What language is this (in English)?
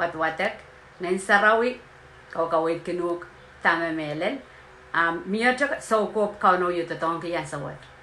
Pohnpeian